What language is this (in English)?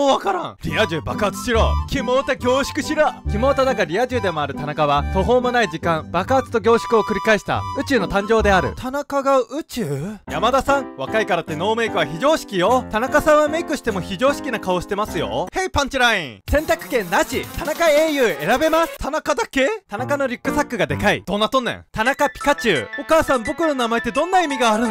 Japanese